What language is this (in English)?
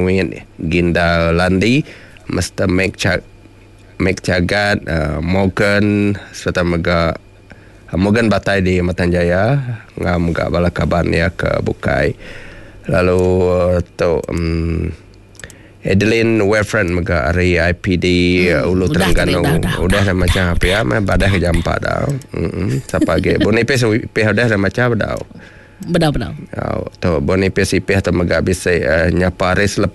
Iban